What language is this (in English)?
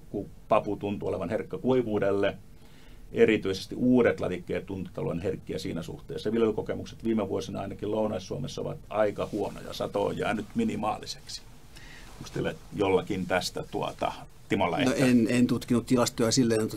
Finnish